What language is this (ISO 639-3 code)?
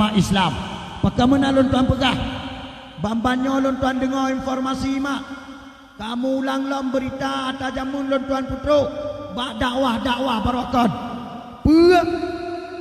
ace